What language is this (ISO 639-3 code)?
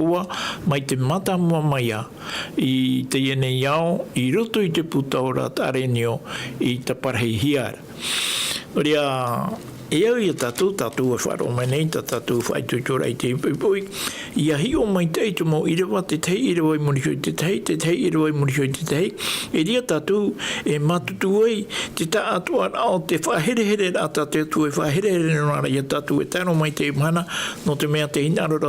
tah